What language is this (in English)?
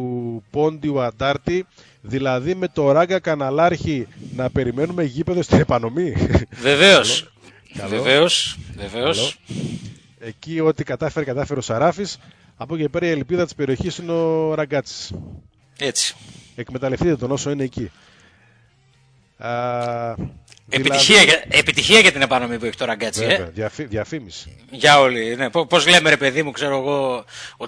Greek